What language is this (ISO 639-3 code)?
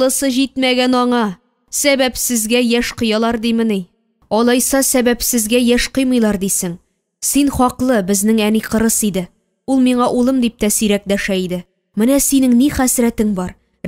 tat